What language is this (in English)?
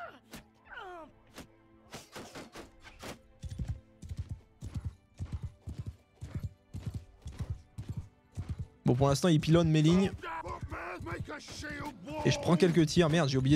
French